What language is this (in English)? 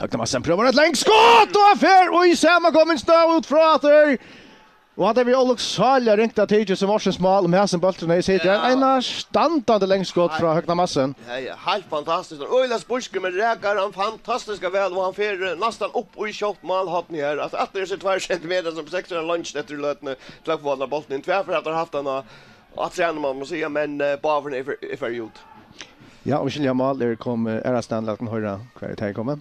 Faroese